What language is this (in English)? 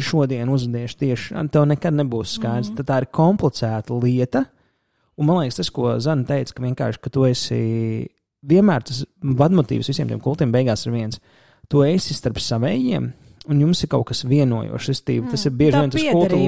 Latvian